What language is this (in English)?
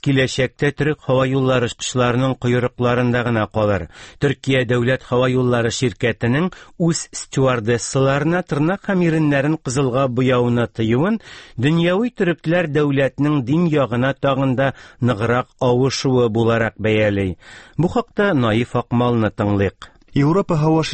Tatar